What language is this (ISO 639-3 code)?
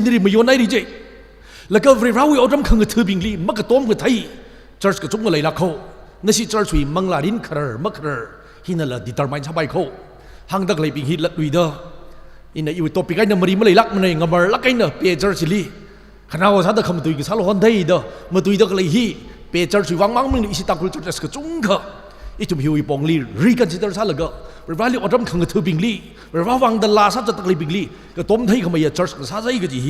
nmf